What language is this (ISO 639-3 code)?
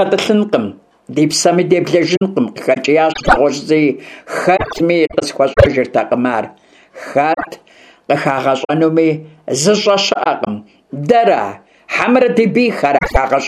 kbd